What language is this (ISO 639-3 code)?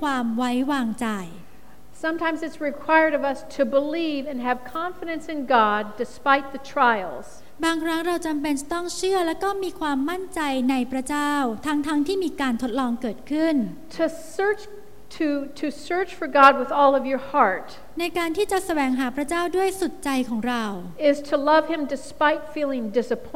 tha